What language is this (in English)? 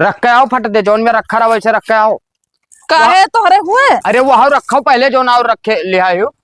Awadhi